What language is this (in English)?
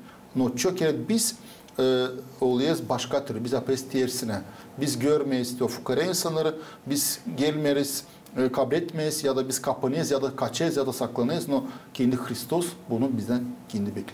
Gagauz